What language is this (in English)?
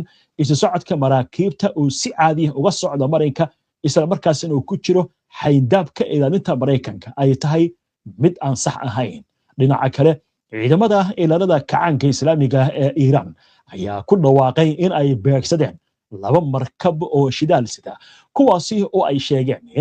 Somali